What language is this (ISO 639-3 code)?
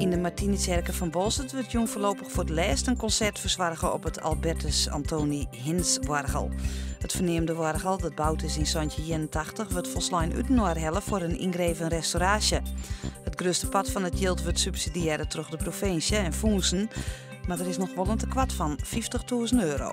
fry